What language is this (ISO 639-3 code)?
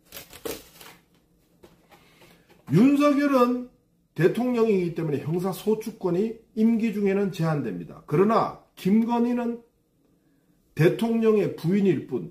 kor